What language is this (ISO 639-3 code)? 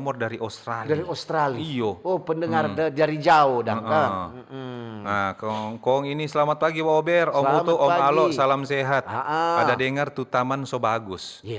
xmm